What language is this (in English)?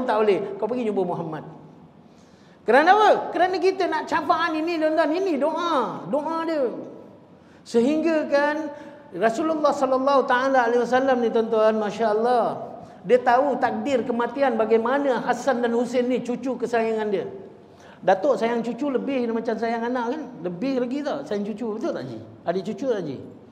Malay